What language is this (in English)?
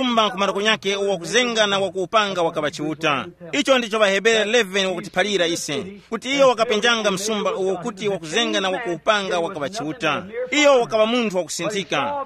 Tumbuka